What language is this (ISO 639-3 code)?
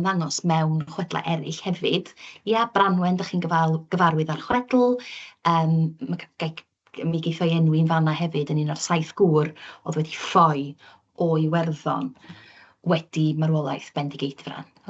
cym